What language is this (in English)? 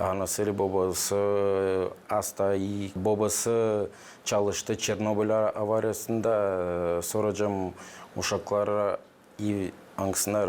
Gagauz